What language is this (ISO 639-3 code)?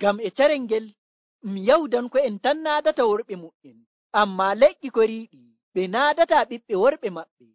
fuv